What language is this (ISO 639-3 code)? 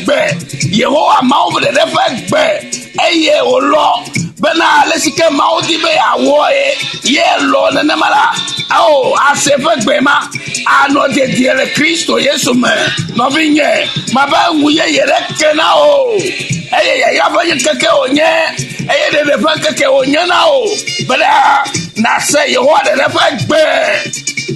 ewe